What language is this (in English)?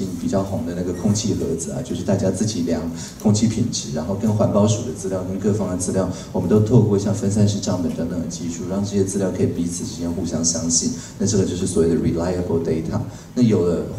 Chinese